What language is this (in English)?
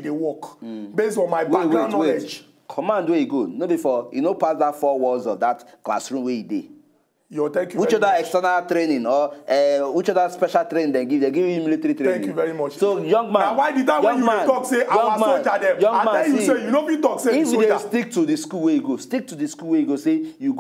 Nigerian Pidgin